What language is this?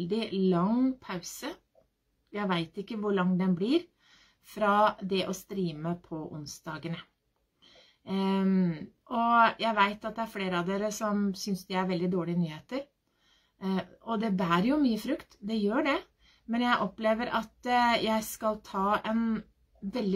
Norwegian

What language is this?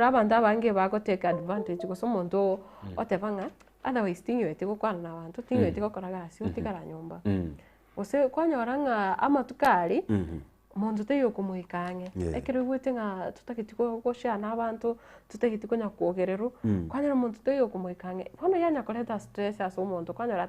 Gusii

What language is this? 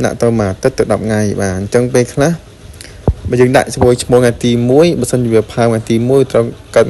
Khmer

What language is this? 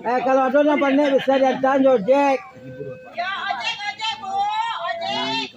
Minangkabau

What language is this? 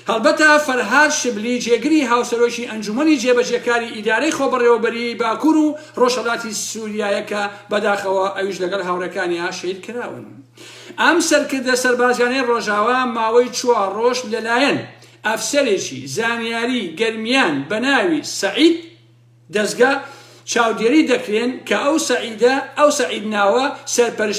Central Kurdish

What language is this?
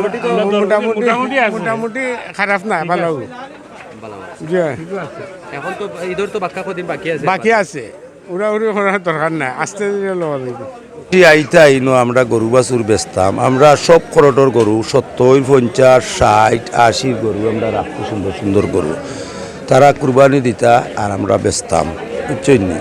Sylheti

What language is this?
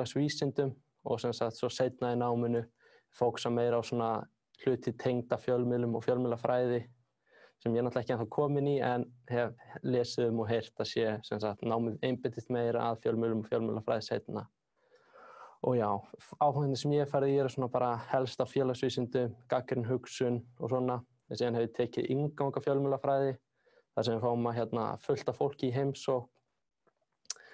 Icelandic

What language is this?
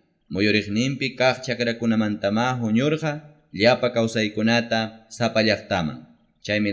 Ayacucho Quechua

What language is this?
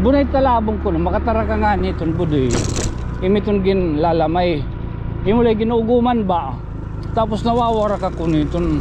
Waray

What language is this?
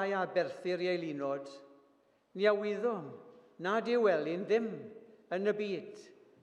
Welsh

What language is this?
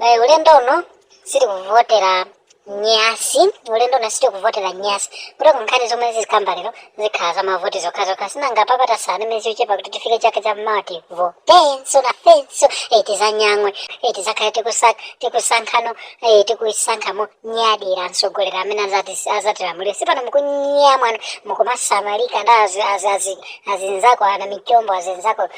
Nyanja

